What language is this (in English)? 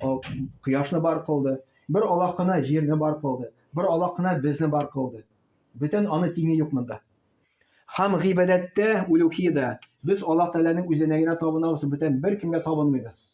Tatar